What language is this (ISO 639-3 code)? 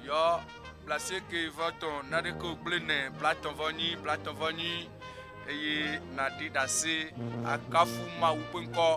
ewe